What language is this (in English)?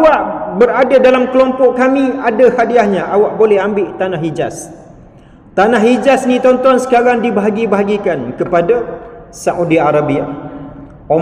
Malay